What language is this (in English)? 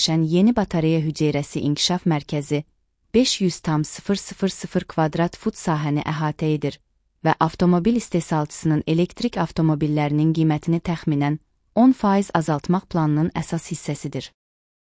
Azerbaijani